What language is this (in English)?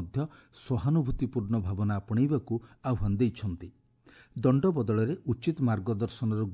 Odia